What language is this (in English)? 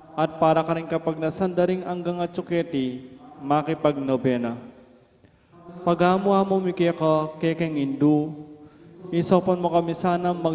Pampanga